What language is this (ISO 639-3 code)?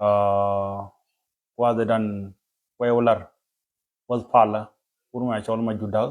nus